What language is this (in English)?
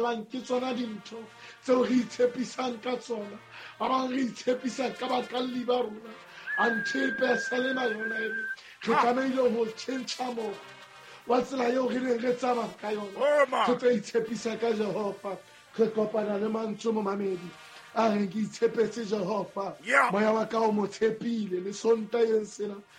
Southern Sotho